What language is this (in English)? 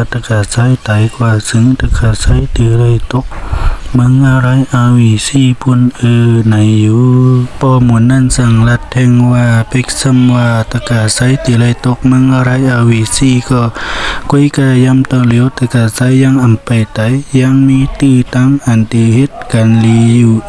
Shan